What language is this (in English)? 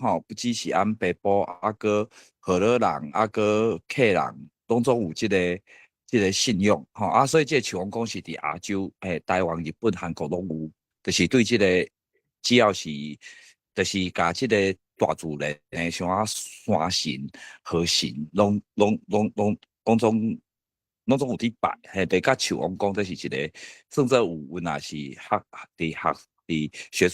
Min Nan Chinese